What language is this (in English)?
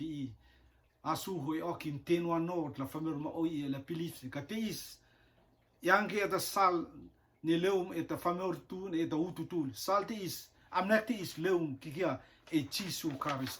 Rotuman